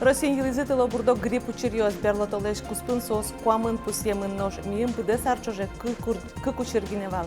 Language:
Udmurt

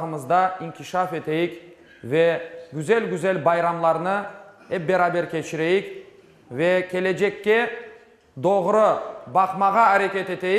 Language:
Crimean Tatar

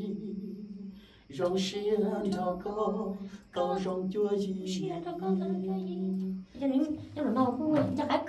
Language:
Vietnamese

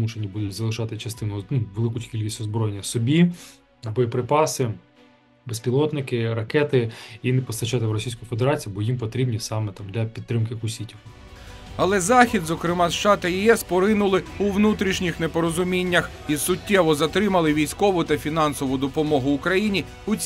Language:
Ukrainian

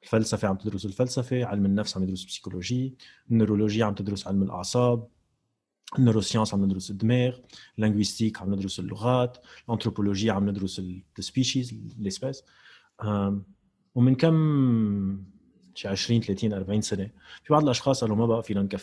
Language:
North Levantine Arabic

